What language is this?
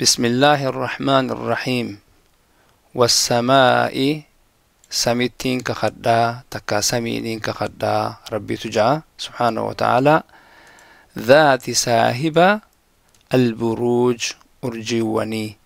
Oromo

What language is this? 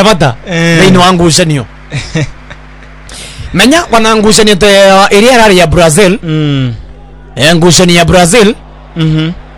Swahili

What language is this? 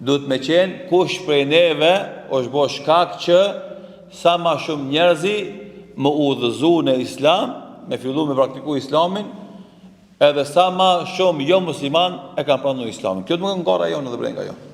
Albanian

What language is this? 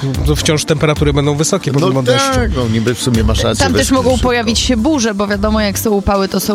Polish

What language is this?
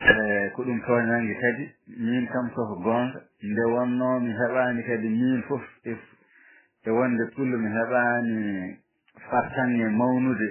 Fula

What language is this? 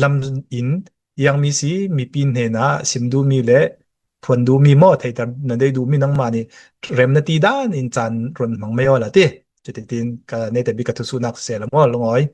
Hakha Chin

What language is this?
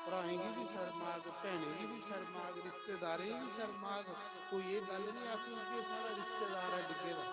Dogri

